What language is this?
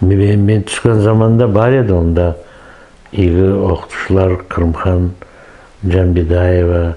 Nogai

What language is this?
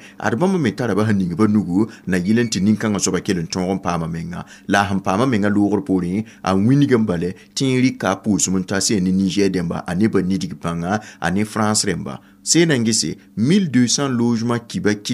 Mossi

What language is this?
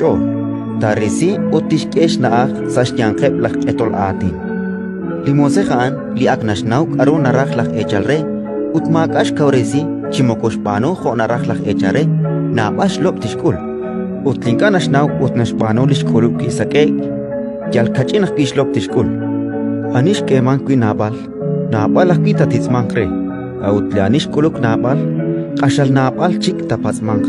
Kekchí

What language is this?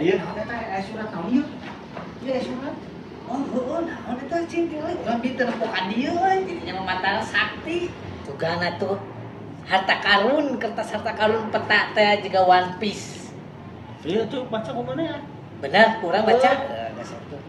Sundanese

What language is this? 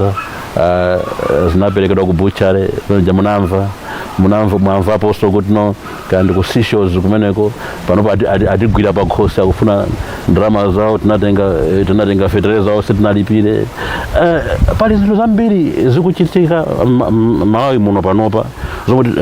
Nyanja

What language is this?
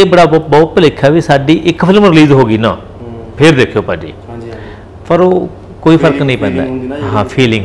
Punjabi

